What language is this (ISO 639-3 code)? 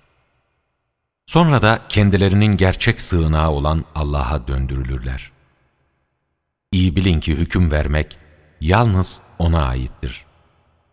tur